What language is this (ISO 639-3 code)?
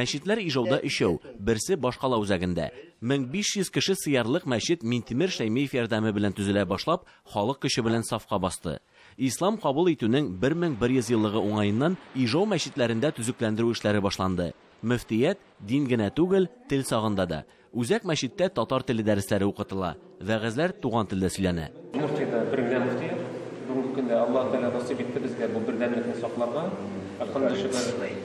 tat